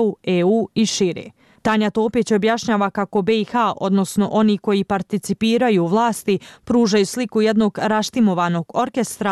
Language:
Bosnian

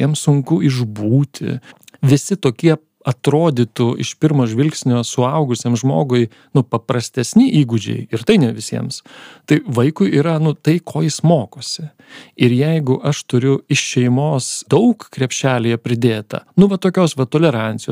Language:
Lithuanian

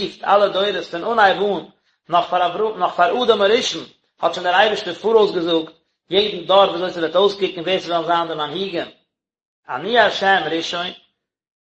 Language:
Yiddish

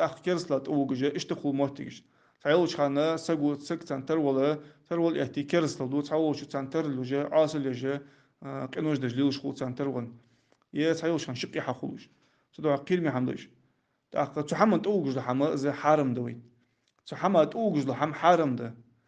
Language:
Ingush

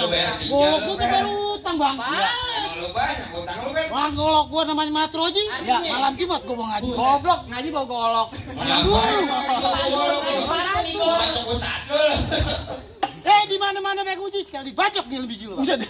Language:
Betawi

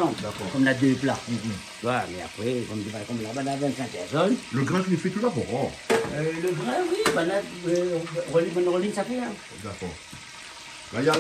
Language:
Réunion Creole French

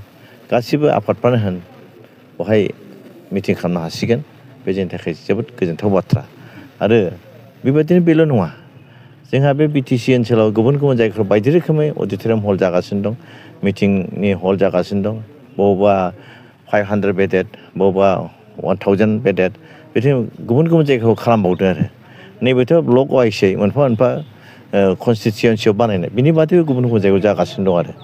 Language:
Bodo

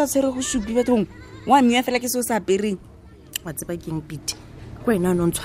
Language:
Tswana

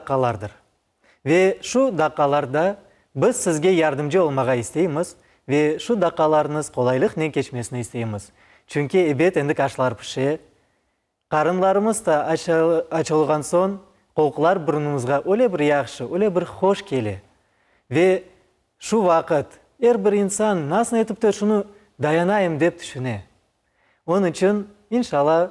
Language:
Crimean Tatar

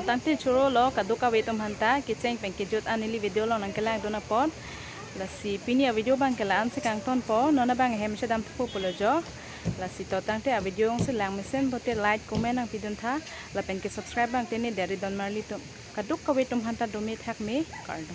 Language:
Karbi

